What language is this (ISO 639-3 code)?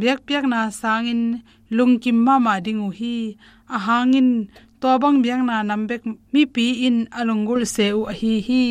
ctd